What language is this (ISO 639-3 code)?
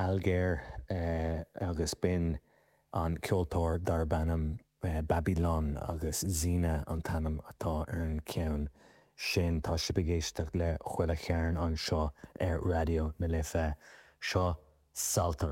gle